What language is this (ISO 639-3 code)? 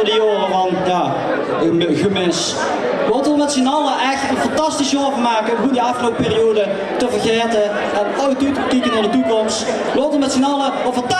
lim